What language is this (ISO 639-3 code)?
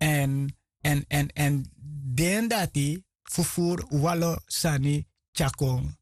srn